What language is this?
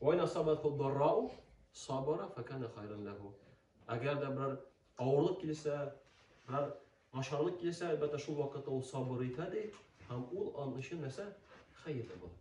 Tatar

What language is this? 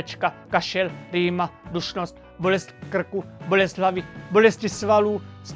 Czech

